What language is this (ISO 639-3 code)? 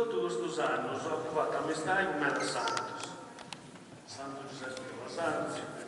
srd